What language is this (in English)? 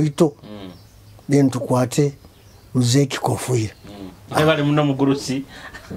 Nyoro